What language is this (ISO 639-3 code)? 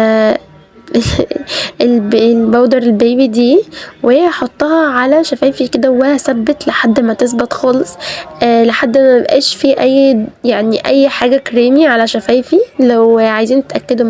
arz